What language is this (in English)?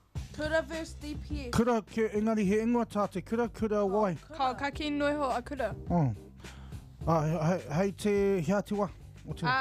Māori